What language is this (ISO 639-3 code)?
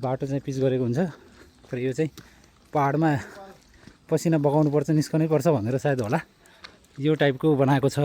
nep